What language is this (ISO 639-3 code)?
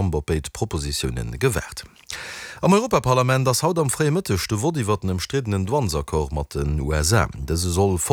ltz